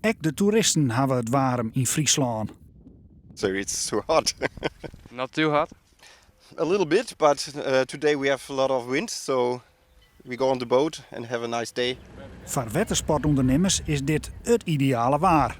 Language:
Western Frisian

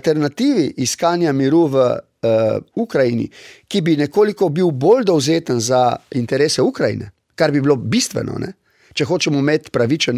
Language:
Slovenian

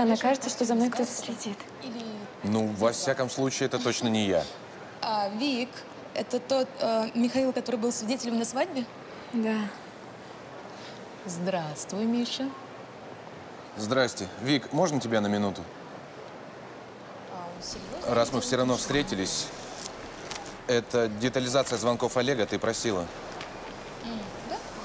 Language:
Russian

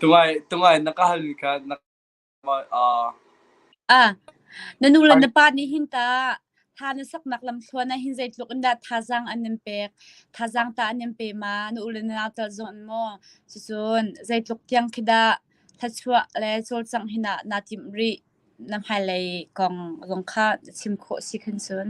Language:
Hakha Chin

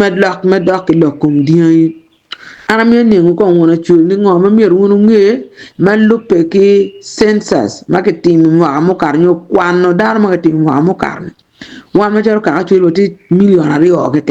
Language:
Acoli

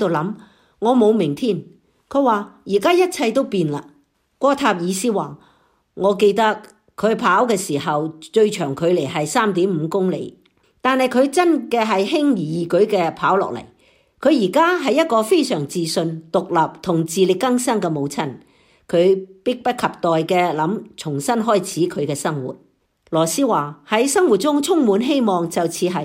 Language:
Cantonese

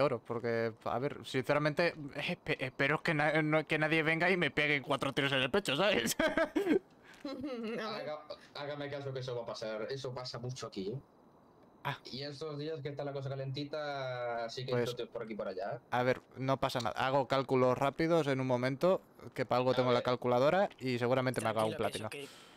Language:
Spanish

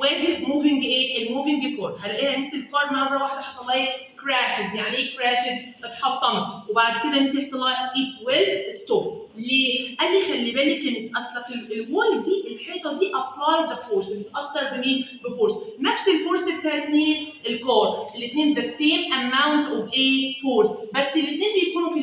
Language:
Egyptian Arabic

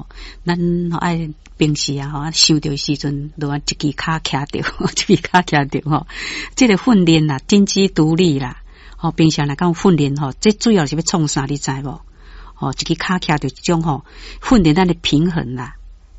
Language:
Min Nan Chinese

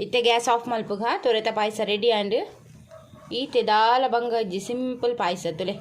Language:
Tulu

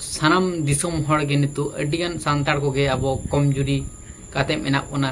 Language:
Santali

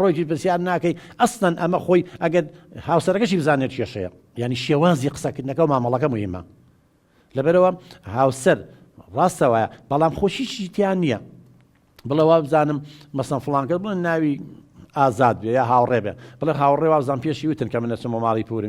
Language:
Central Kurdish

